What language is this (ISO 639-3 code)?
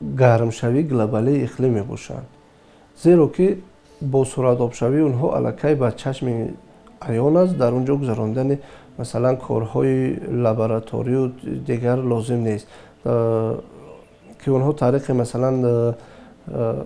tgk